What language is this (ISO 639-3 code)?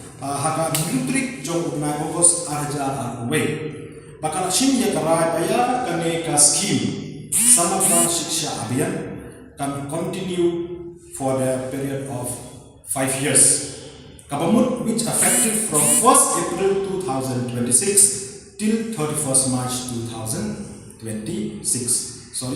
kha